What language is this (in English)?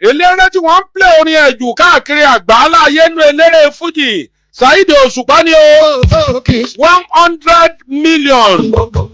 Yoruba